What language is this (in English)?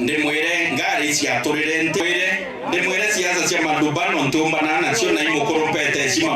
Meru